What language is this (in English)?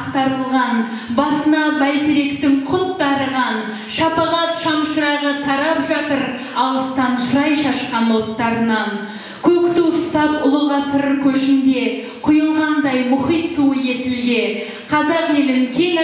Kazakh